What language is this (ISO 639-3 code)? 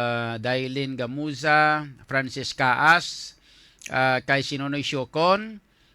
hil